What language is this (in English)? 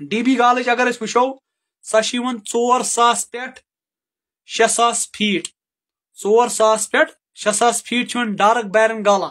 Kashmiri